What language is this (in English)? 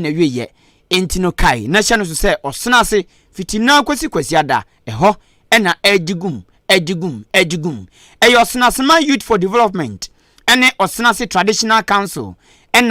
Akan